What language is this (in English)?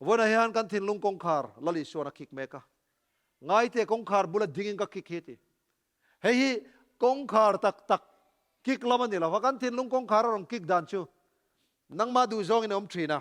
Mizo